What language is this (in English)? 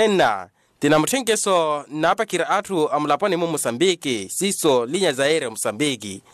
Makhuwa